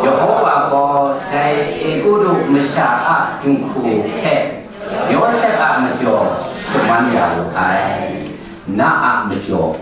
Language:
Kachin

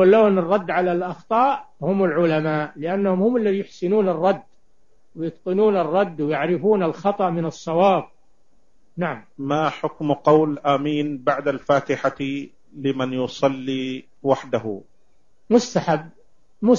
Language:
Arabic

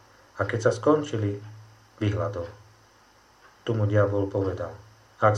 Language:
Slovak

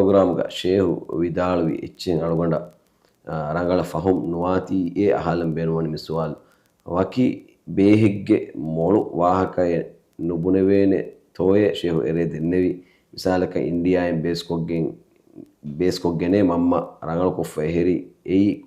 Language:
Divehi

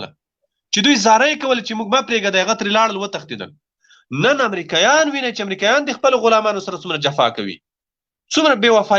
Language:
Pashto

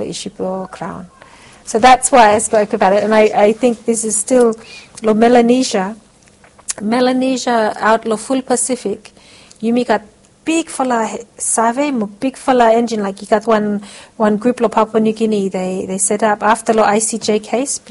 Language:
Bislama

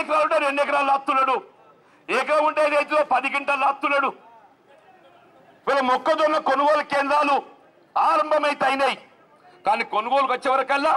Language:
Telugu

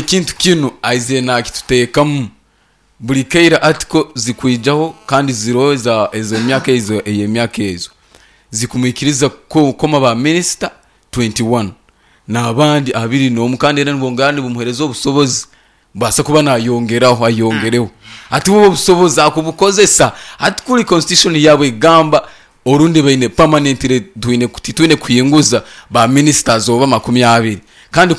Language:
Nyankole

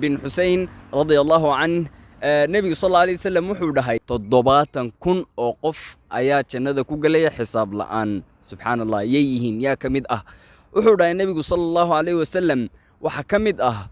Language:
Somali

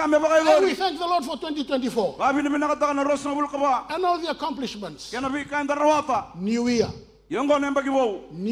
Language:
Fijian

